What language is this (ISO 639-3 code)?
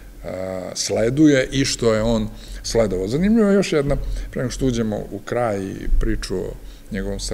srp